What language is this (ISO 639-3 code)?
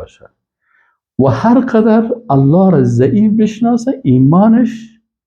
fas